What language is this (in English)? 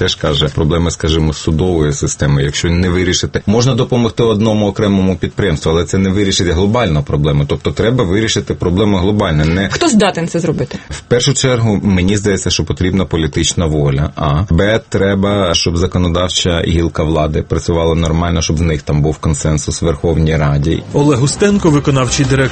Ukrainian